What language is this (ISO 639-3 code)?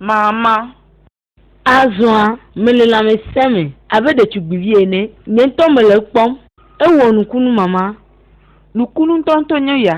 ewe